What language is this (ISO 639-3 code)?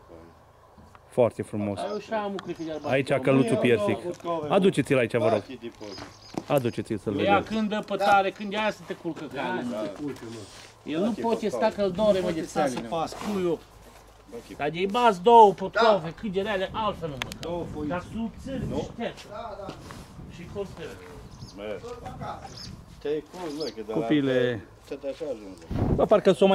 ron